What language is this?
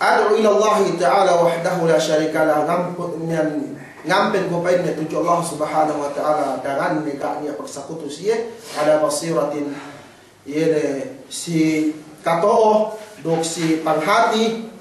Yakan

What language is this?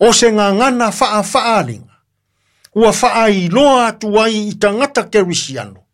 Samoan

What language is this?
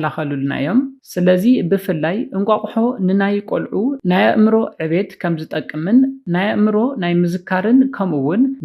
Tigrinya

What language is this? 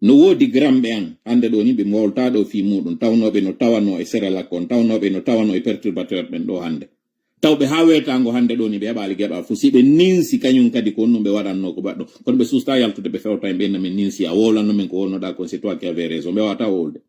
Fula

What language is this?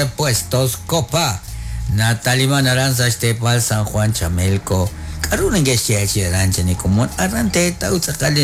Kekchí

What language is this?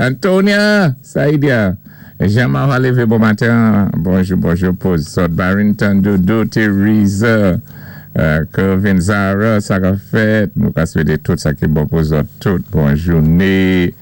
Saint Lucian Creole French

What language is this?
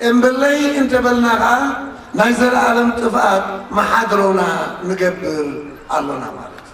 Tigrinya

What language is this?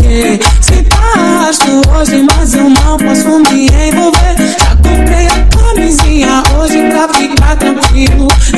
Portuguese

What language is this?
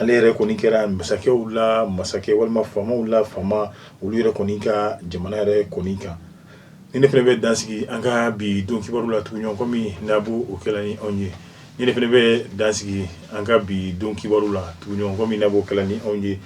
Bambara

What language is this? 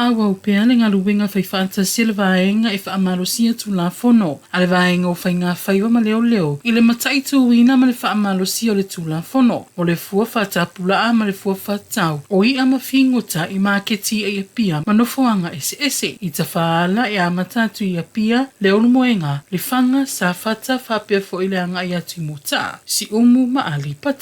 Samoan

